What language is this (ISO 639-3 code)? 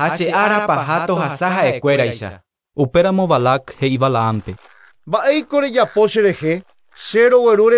grn